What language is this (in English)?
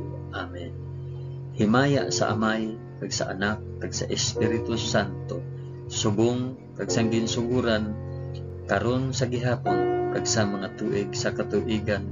Hiligaynon